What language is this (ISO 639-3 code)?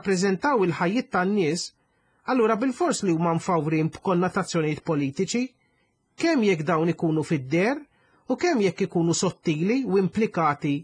mlt